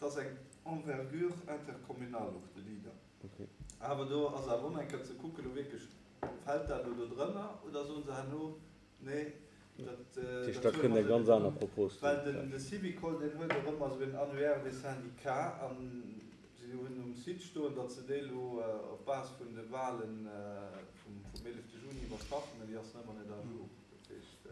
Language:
Luxembourgish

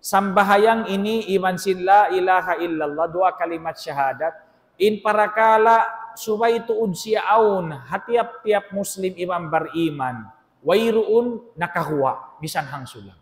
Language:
Tausug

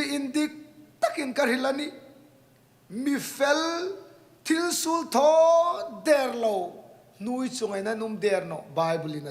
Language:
Hmar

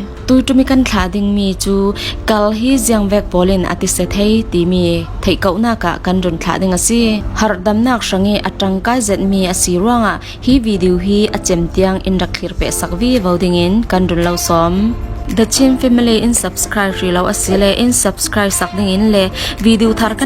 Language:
Falam Chin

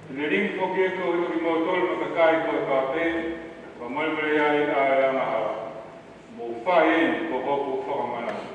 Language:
Tongan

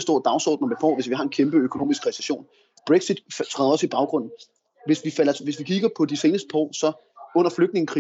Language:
Danish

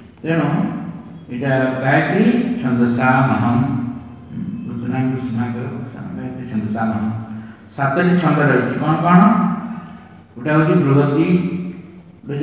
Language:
Odia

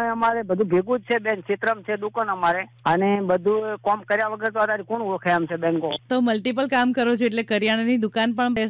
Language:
Gujarati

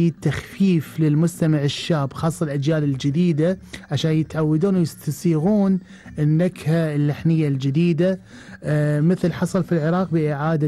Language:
Gulf Arabic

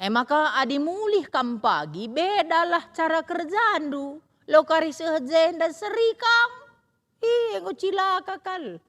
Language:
Batak Karo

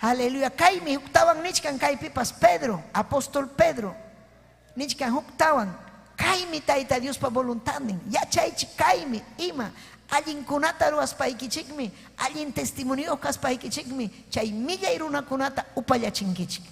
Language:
Ayacucho Quechua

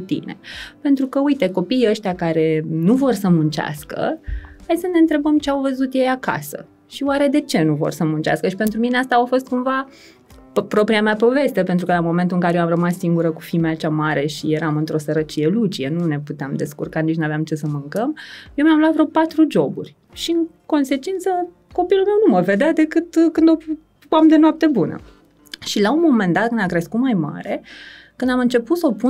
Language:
Romanian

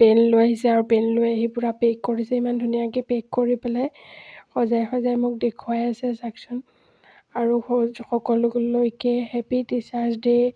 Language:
Assamese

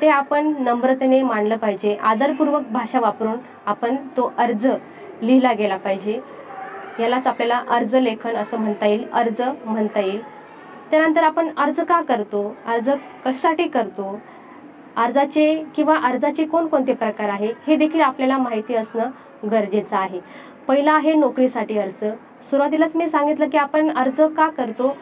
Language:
Marathi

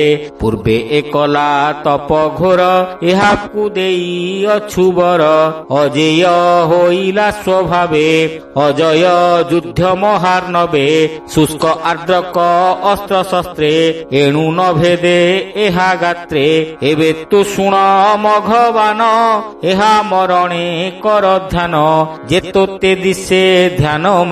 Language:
Odia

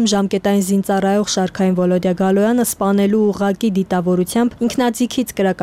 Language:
Armenian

